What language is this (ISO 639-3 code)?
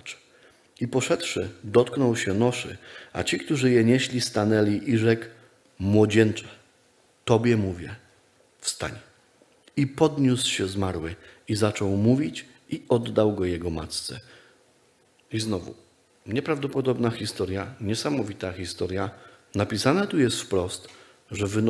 pol